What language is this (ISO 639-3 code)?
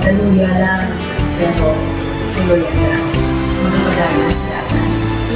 hil